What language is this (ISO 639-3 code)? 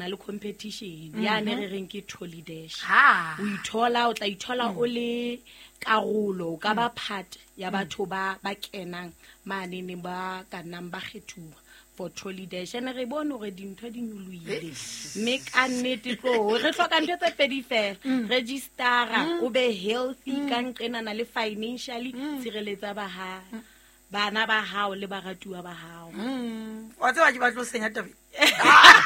sot